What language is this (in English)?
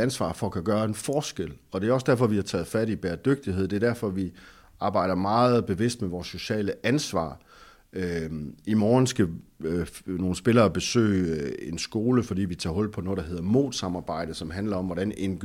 Danish